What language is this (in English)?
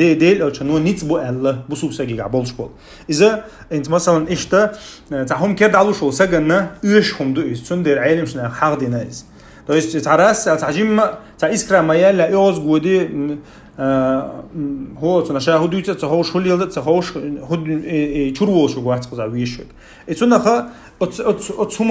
Chechen